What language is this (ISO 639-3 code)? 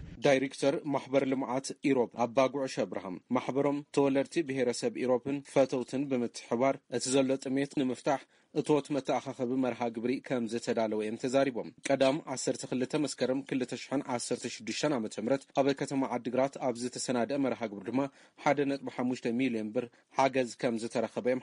tir